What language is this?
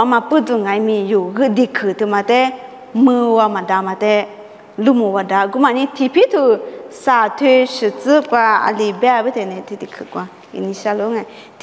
Lisu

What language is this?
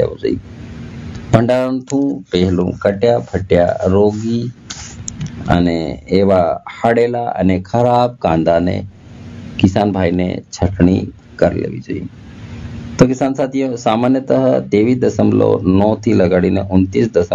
Gujarati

